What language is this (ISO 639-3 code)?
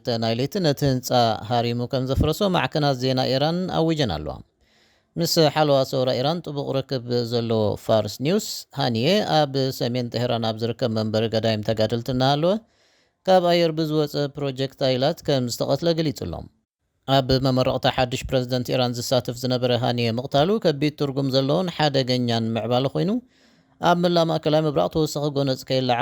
tir